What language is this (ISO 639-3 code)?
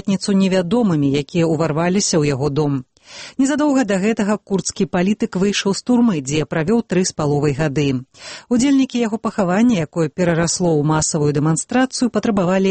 bel